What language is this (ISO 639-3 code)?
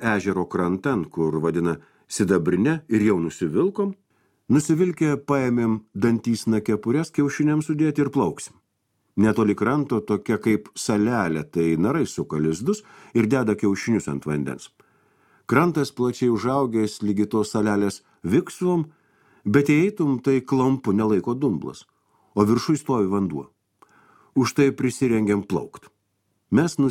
lit